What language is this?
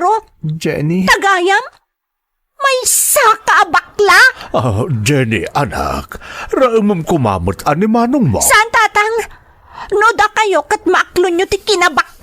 Iloko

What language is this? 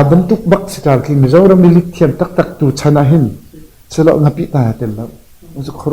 Hakha Chin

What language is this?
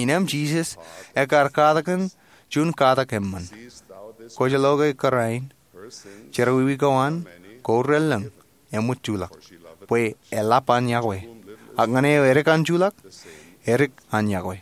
Marshallese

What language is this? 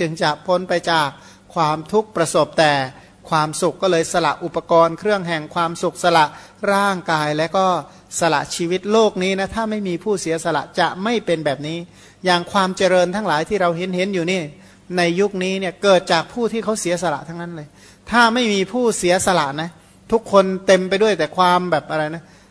Thai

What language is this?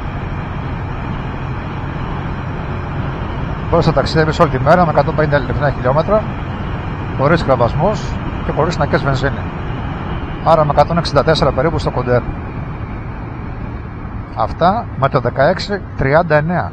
Greek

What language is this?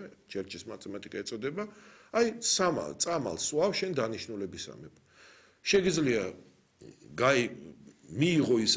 Georgian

